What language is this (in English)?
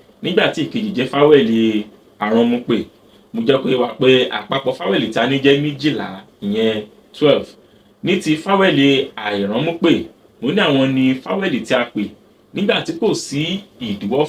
Yoruba